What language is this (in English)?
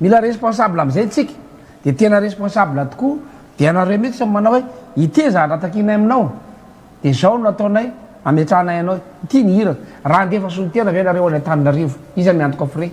Malagasy